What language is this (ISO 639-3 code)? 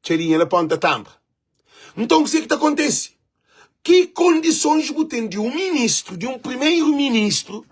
kea